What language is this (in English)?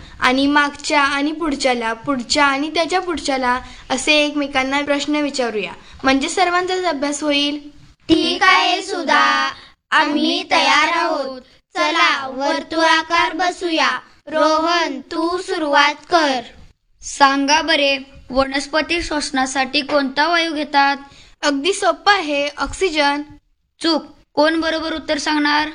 Marathi